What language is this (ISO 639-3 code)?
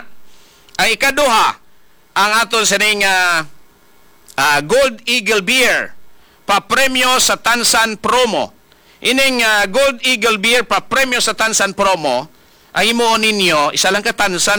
hil